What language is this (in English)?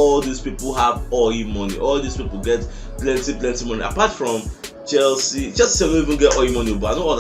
Nigerian Pidgin